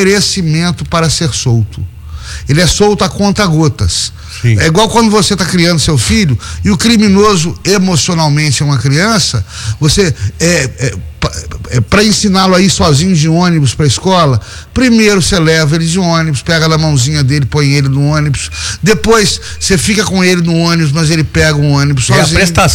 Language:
Portuguese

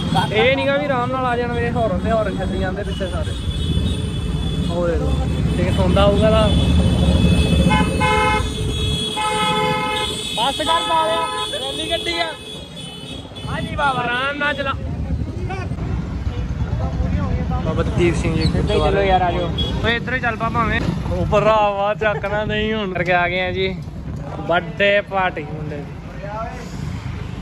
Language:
Punjabi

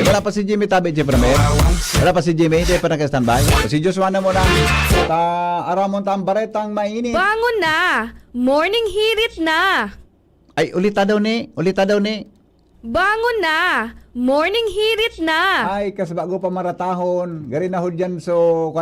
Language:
Bikol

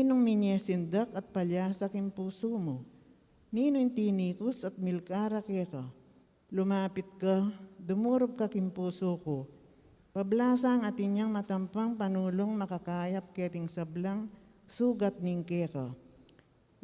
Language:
Pampanga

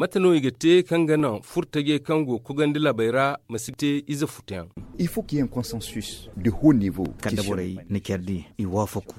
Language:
Zarma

